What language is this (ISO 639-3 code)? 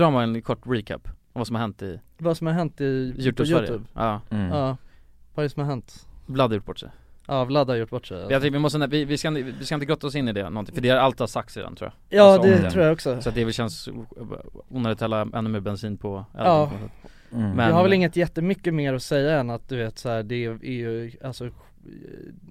swe